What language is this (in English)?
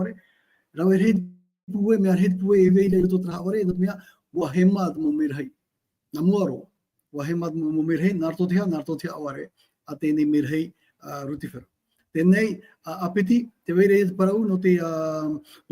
Tahitian